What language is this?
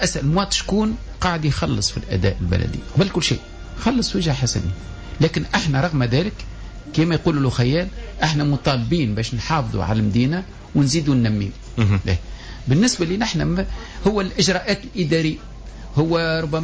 Tunisian Arabic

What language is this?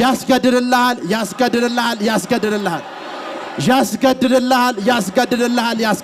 Amharic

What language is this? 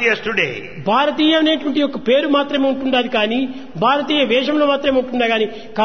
Telugu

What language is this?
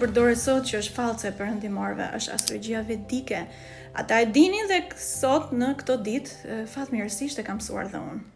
Albanian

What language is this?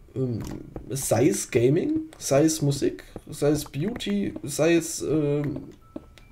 German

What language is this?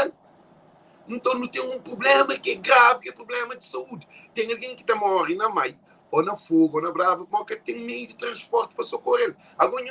Kabuverdianu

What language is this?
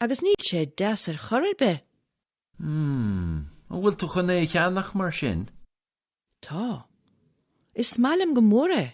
Irish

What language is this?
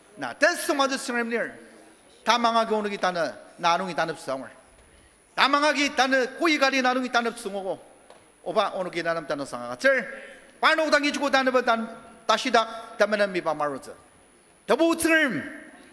Ao Naga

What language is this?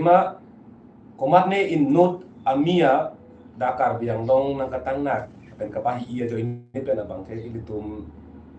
Karbi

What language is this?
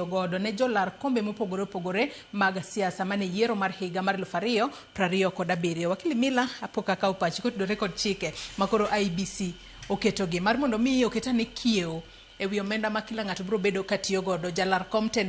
Luo (Kenya and Tanzania)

